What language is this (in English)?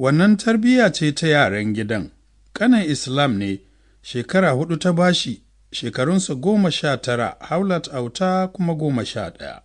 Hausa